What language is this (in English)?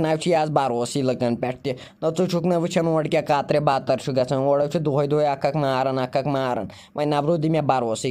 Kashmiri